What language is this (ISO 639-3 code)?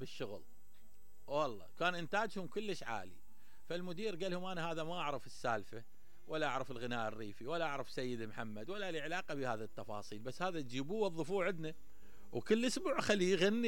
acm